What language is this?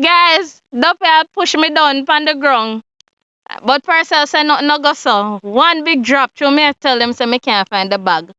Jamaican Creole English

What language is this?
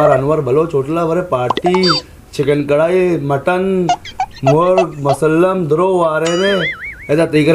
Baluchi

